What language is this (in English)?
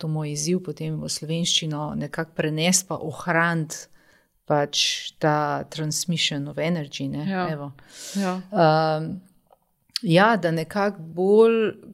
Slovenian